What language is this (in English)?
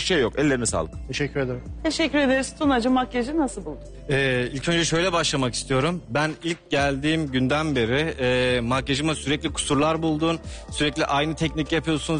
Turkish